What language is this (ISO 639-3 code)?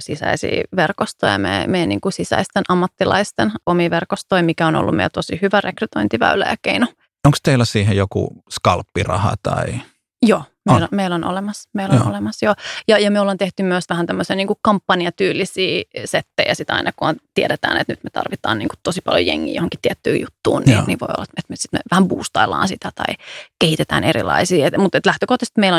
fin